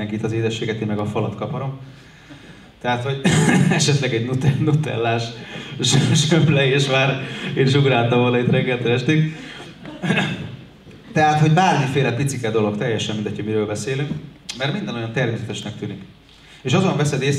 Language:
Hungarian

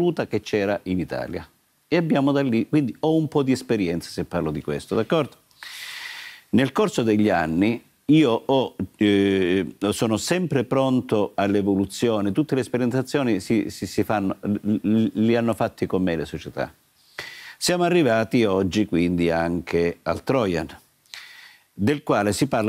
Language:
Italian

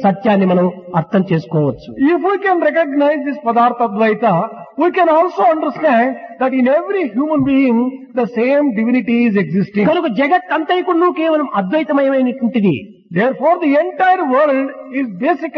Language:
Telugu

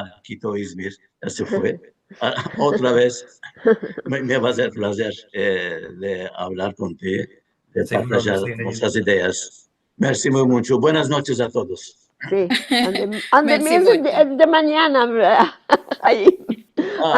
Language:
Ladino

